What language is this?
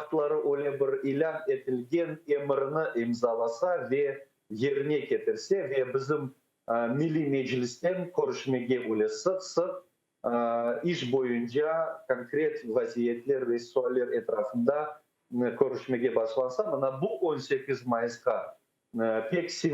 Crimean Tatar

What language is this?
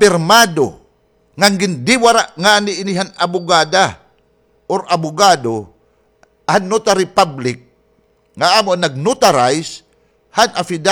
Waray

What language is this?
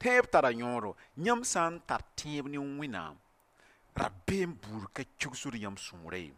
Mossi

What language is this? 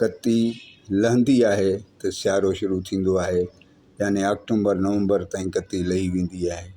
Sindhi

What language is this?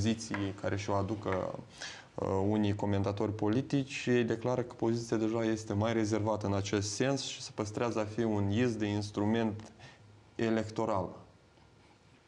Romanian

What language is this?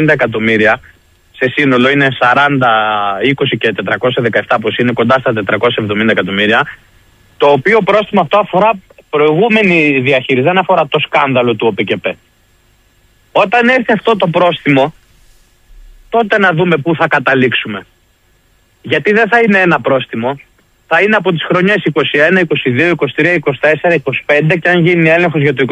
Greek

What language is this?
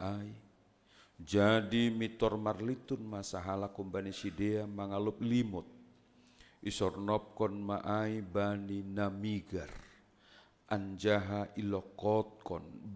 Batak Simalungun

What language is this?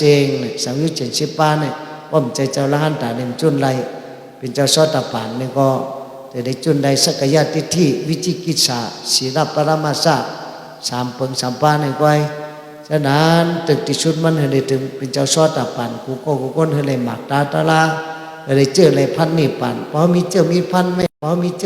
Shan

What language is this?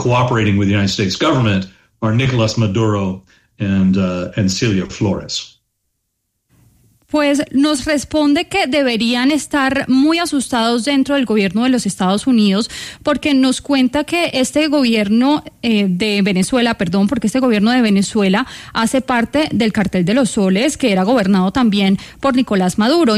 Spanish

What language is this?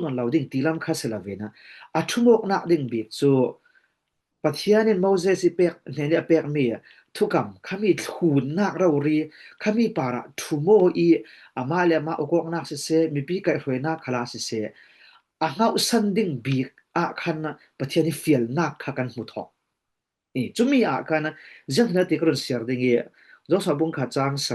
Falam Chin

